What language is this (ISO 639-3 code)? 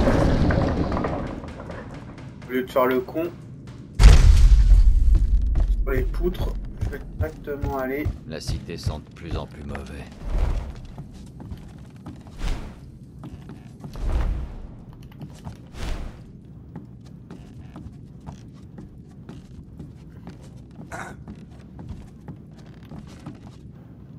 fra